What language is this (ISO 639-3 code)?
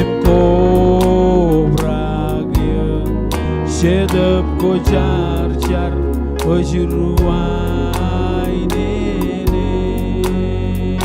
mah